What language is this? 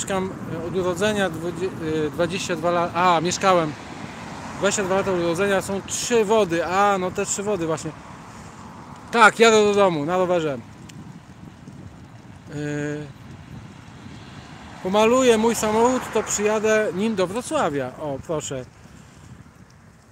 Polish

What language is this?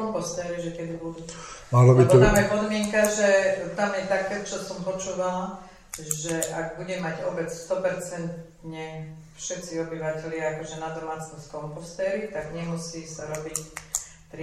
Slovak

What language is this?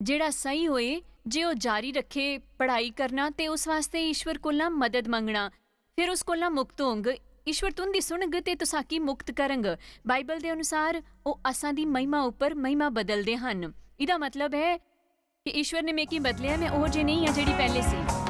Dogri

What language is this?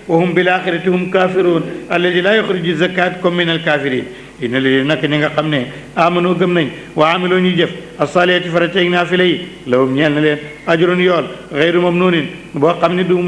Wolof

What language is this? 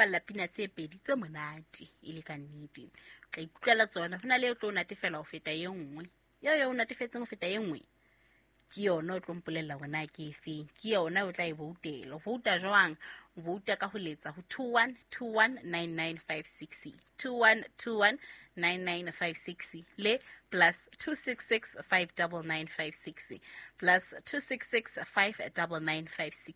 Southern Sotho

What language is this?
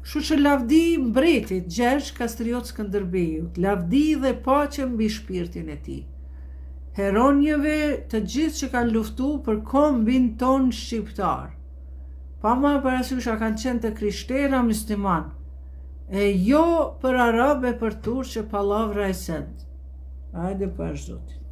Albanian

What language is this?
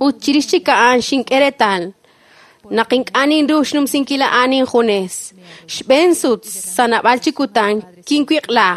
Kekchí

